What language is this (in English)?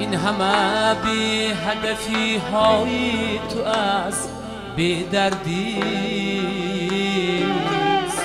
Tajik